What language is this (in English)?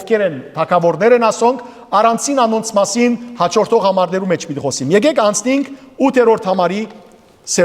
Western Armenian